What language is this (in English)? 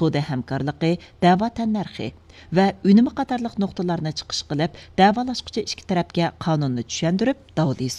Uyghur